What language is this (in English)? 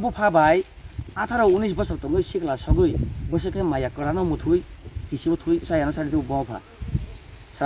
Kok Borok